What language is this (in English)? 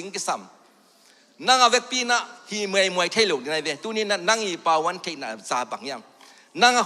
Tedim Chin